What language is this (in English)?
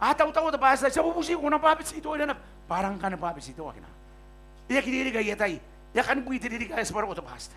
Gilbertese